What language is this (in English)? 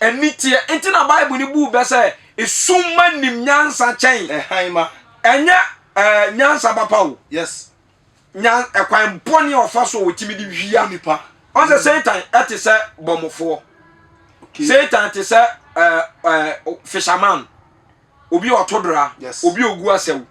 Akan